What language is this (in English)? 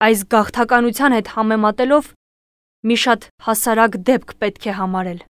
Armenian